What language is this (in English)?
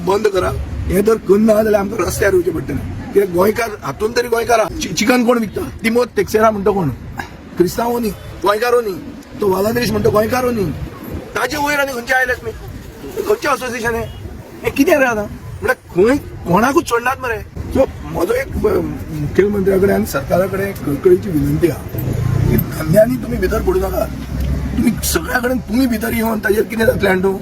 Konkani